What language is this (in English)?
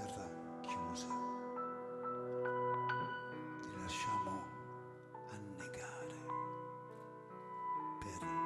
Italian